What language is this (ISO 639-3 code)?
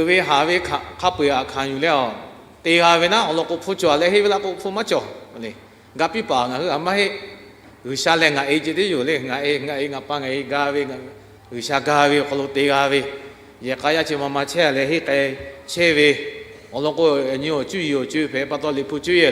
lhu